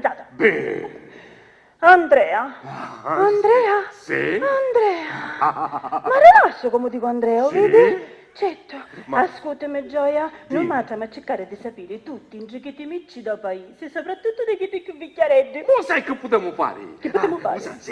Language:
Sicilian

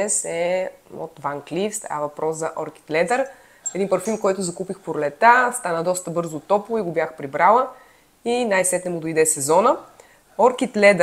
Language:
Bulgarian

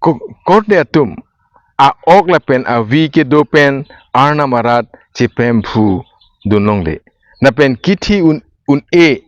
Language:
Karbi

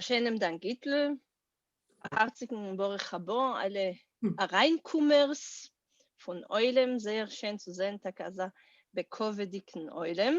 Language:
Yiddish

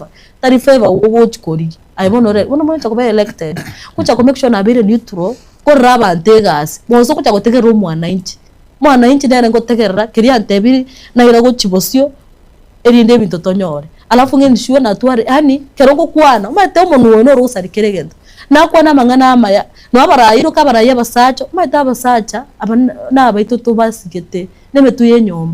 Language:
Gusii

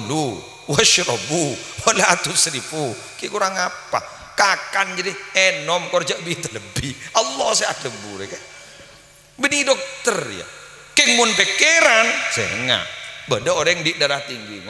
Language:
Madurese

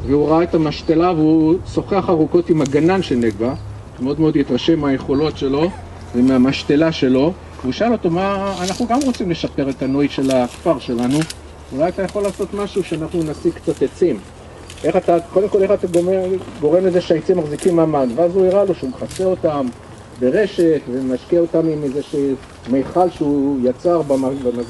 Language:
Hebrew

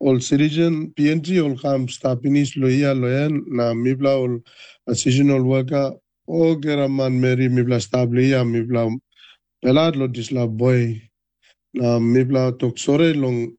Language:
Tok Pisin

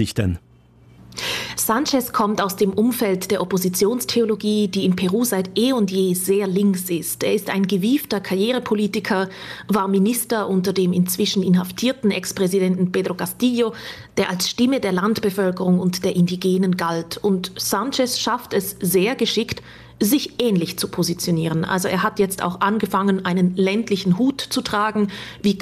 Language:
German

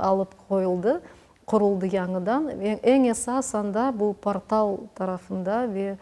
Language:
Crimean Tatar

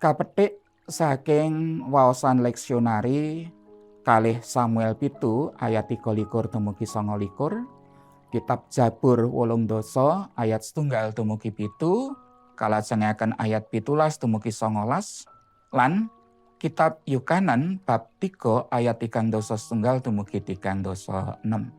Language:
Javanese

